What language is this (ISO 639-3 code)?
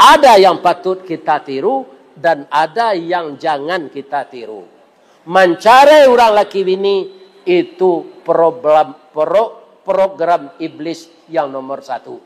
min